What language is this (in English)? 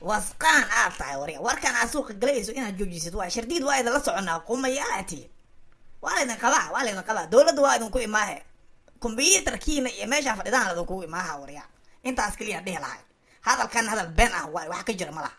Somali